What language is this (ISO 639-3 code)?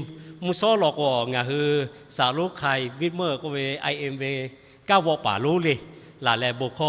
lhu